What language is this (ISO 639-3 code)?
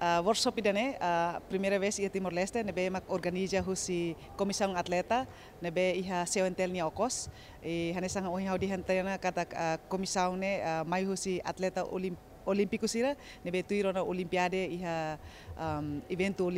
tet